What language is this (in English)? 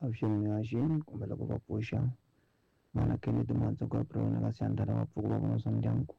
Tsonga